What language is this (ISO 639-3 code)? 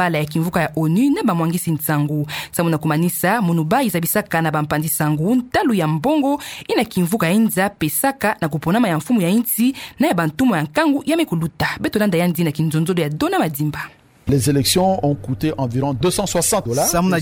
ktu